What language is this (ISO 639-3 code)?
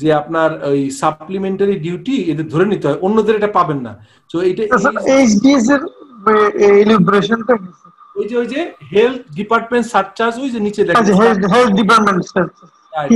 ben